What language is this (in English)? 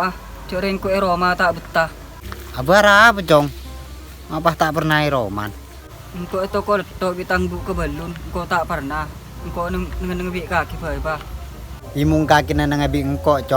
Madurese